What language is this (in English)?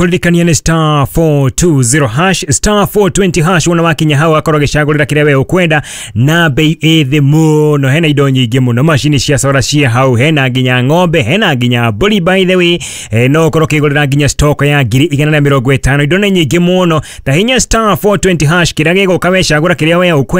Kikuyu